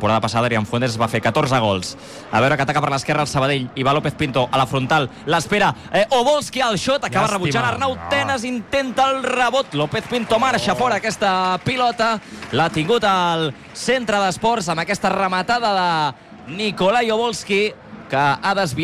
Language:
Catalan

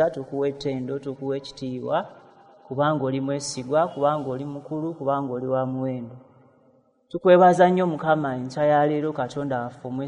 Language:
Ganda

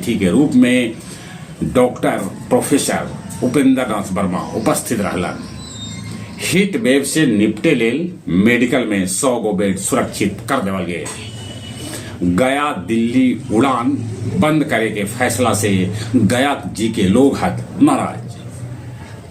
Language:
Magahi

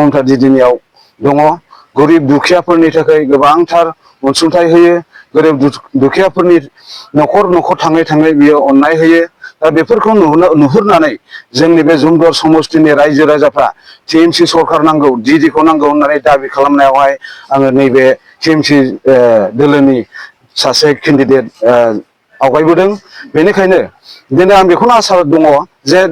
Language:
Bodo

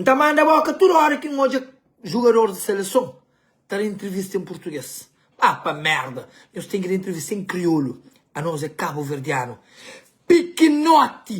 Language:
Kabuverdianu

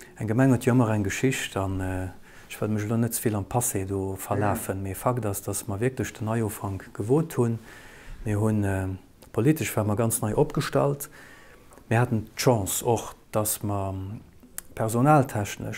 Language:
Luxembourgish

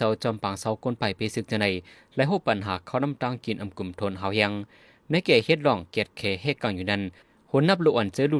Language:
Shan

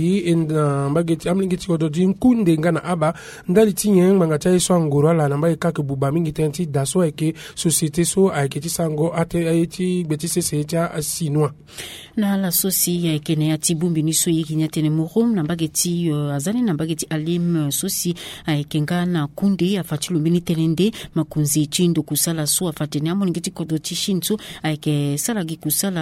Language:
Sango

